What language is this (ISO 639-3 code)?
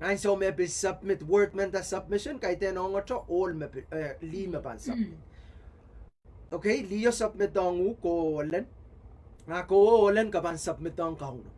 pon